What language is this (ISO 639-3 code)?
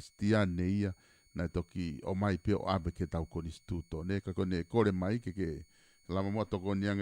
ton